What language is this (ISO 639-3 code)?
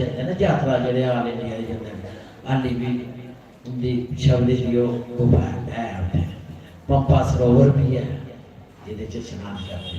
doi